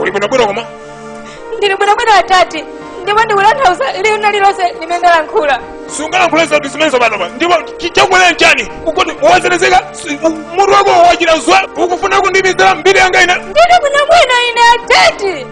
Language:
Nyanja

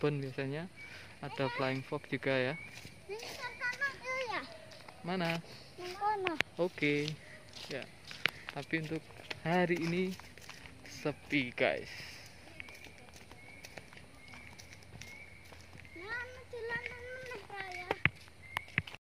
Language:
Indonesian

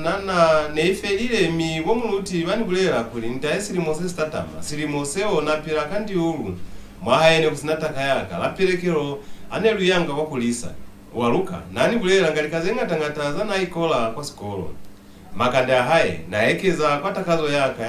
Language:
Lozi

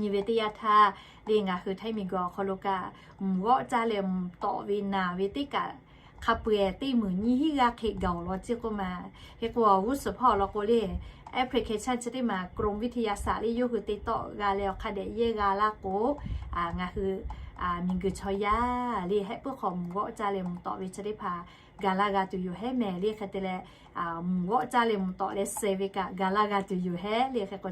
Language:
Lahu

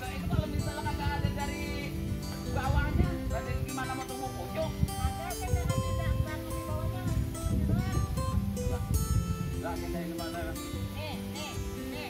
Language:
Betawi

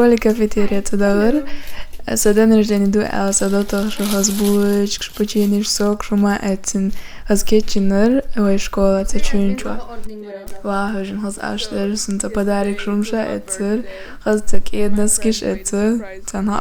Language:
Chechen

